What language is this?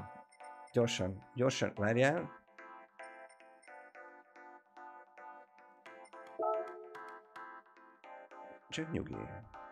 Hungarian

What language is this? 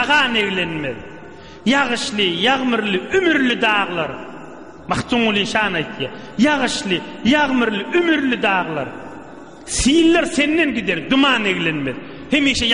Turkmen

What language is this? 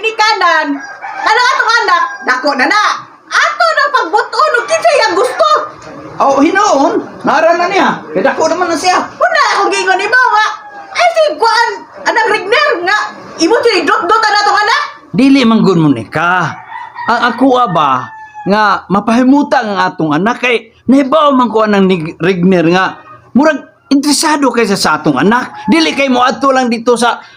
Cebuano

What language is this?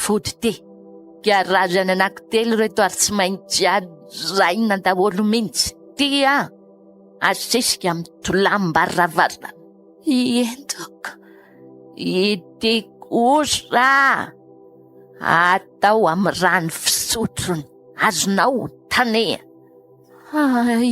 Malagasy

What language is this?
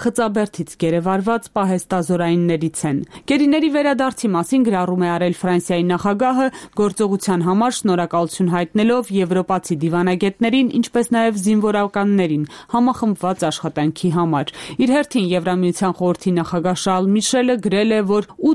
Armenian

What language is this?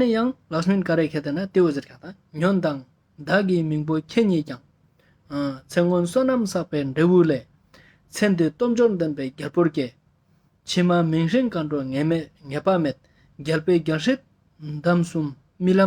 Ladakhi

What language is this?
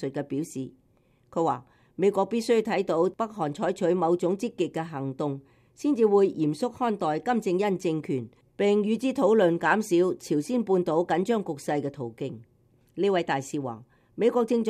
Cantonese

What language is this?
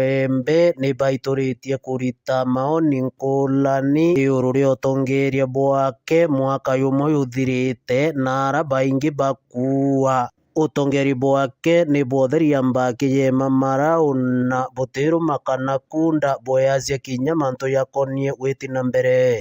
Meru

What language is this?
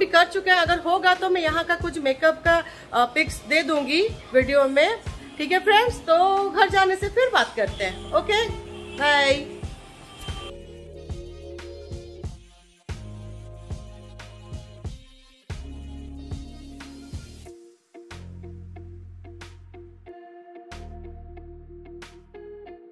Hindi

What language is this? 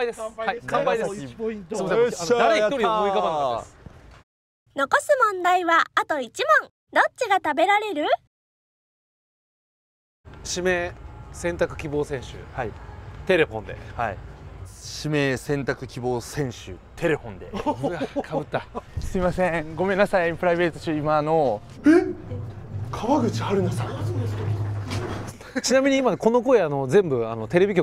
Japanese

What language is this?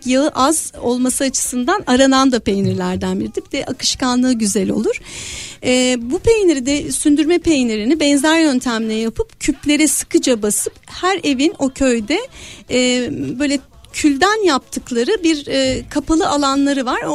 Turkish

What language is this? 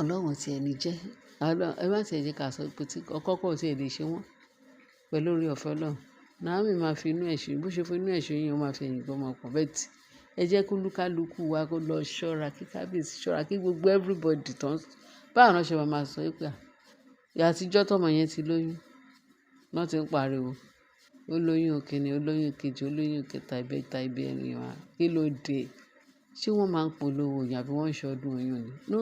Yoruba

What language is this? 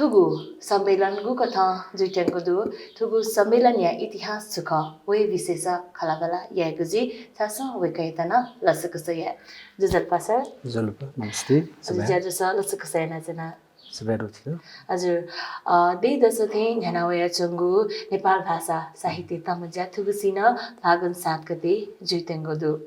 Newari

